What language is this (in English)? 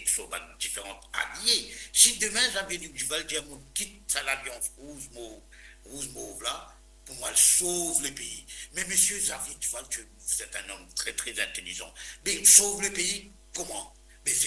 Morisyen